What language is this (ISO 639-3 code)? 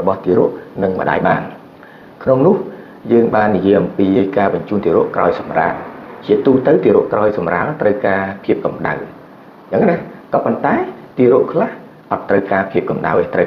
khm